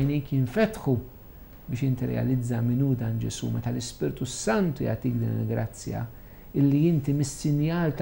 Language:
Maltese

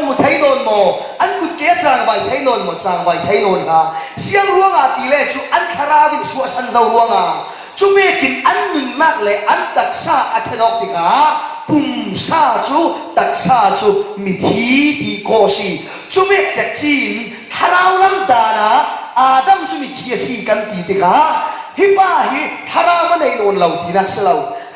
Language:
Falam Chin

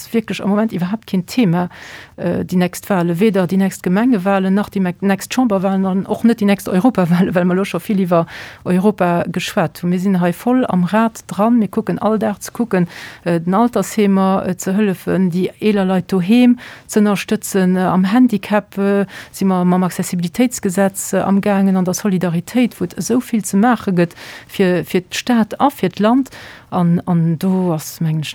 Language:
Luxembourgish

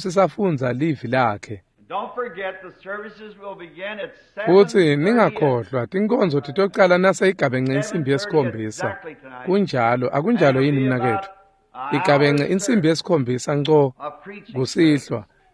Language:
Swati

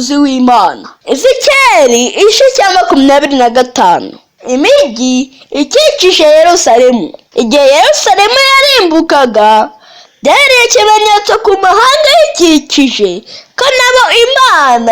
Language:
Kinyarwanda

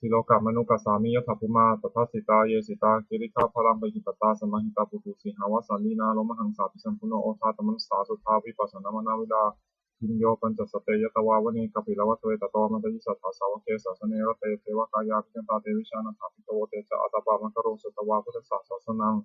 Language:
Pali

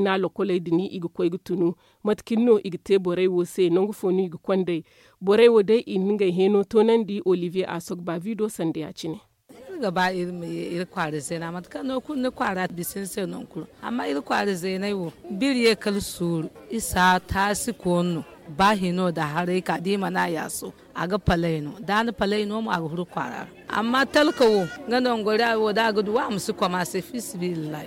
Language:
Zarma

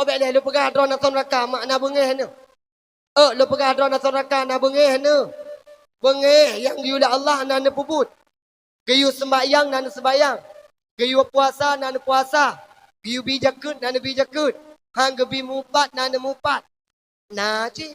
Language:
Achinese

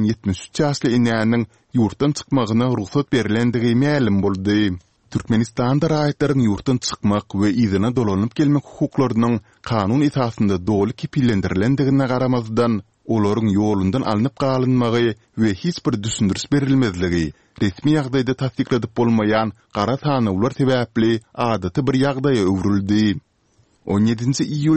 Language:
Turkmen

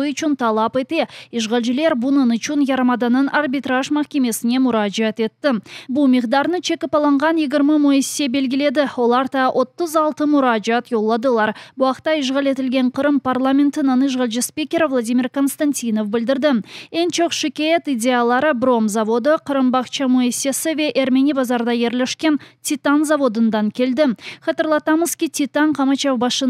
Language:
Crimean Tatar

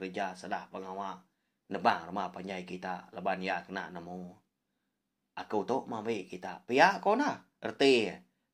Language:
Iban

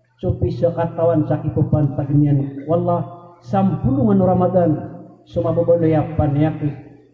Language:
Maranao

